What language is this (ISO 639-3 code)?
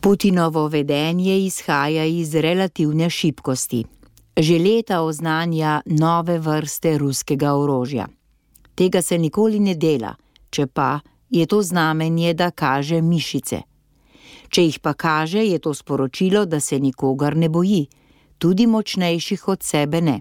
slv